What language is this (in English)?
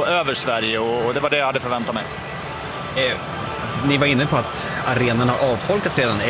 Swedish